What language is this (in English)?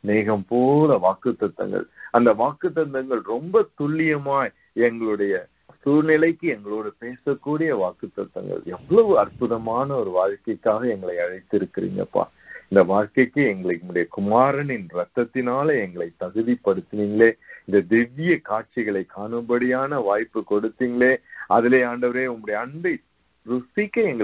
Tamil